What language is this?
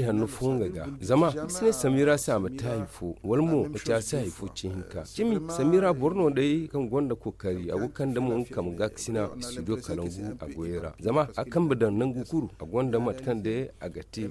Zarma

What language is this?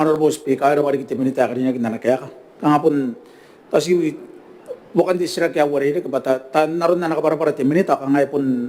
Gilbertese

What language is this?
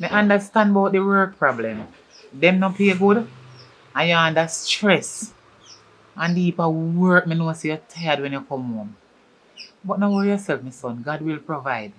Jamaican Creole English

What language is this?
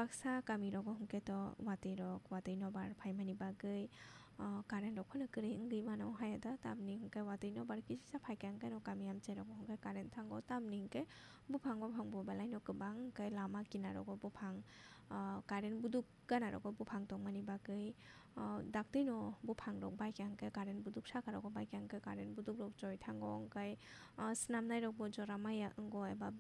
Kok Borok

